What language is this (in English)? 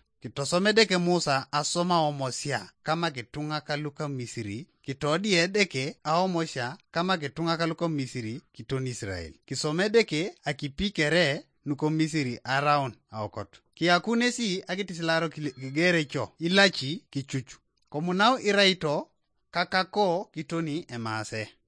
Teso